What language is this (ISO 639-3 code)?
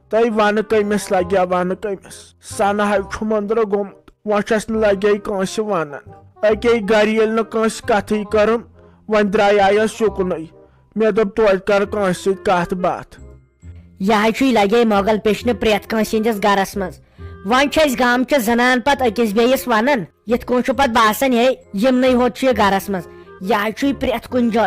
kas